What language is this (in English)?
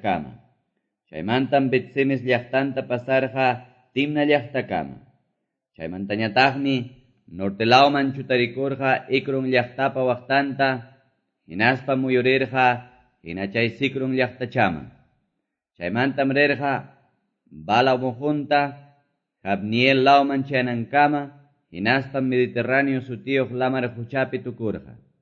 Quechua